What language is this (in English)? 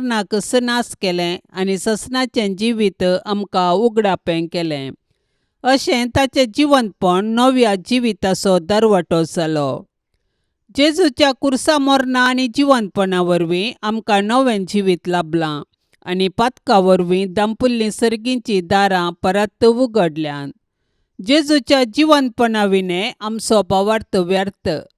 Konkani